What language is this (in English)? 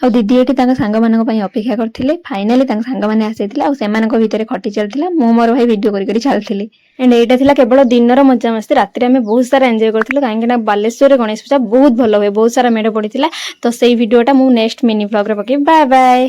Odia